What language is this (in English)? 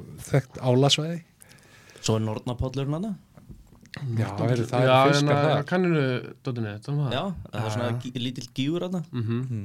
Icelandic